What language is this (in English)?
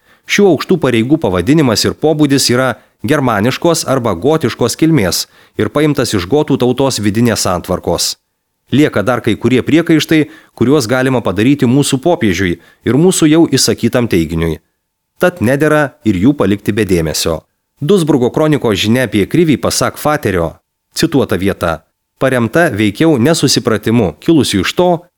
Lithuanian